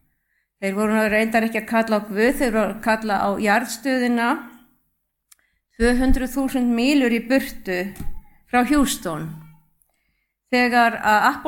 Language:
Icelandic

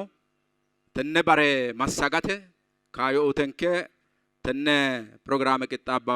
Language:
Sidamo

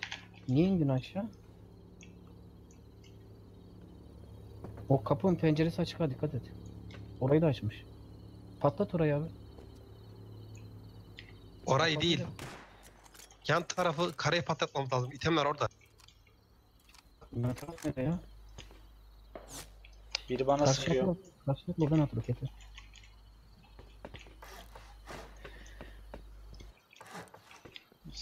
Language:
Turkish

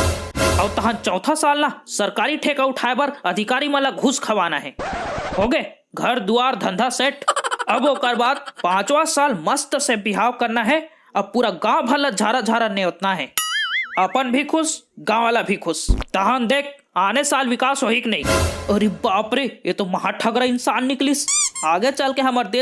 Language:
Chhattisgarhi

